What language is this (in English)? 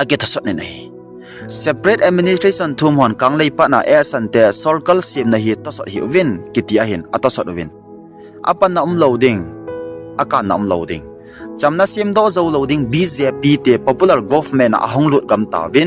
Thado Chin